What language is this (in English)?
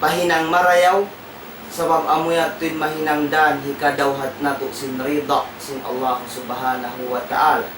Tausug